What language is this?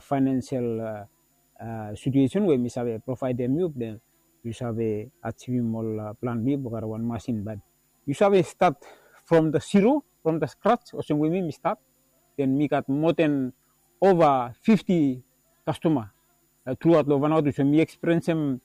Bislama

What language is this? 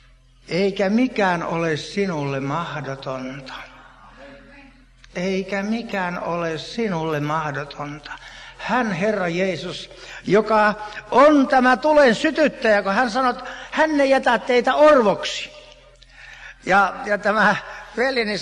Finnish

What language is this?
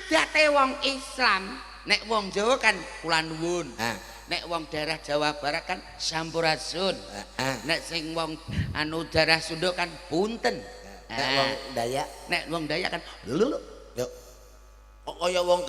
Javanese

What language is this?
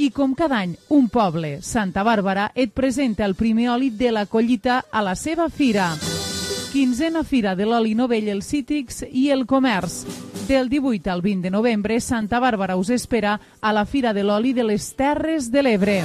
Catalan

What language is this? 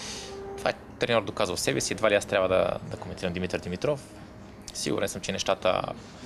Bulgarian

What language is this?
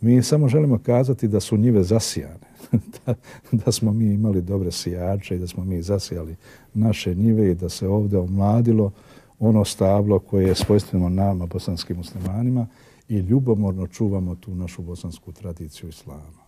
Bosnian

